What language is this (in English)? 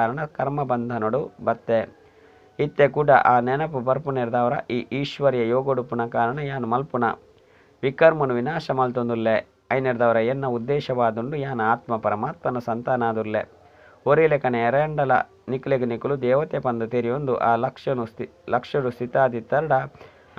Tulu